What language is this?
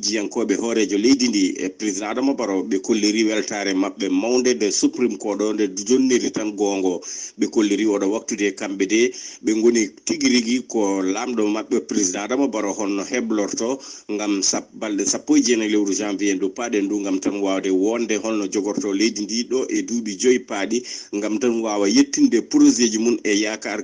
Fula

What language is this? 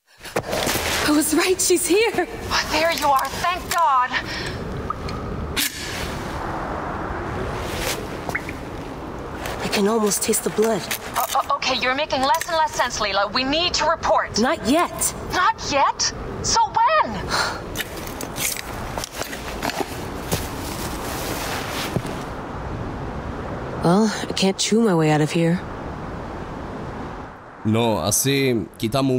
Czech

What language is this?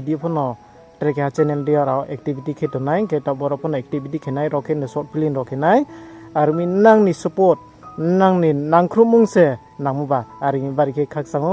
Riang (India)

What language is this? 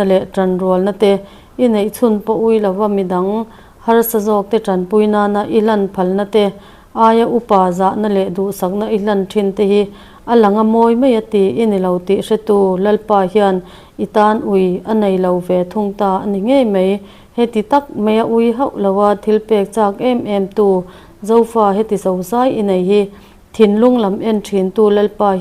Mizo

